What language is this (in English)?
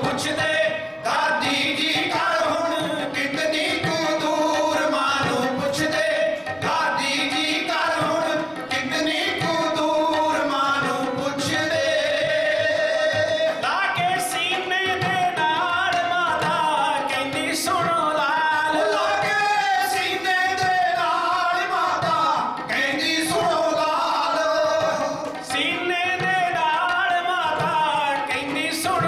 Punjabi